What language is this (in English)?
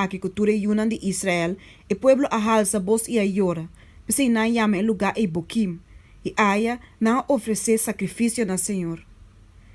Papiamento